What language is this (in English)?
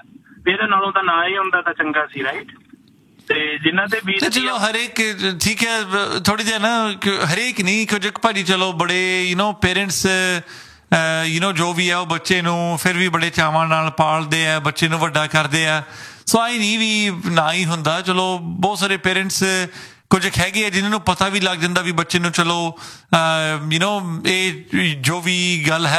Punjabi